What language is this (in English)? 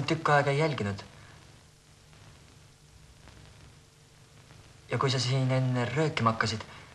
Estonian